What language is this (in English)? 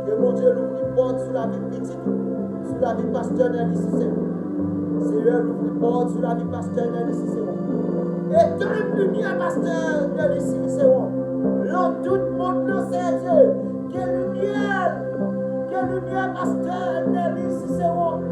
Haitian Creole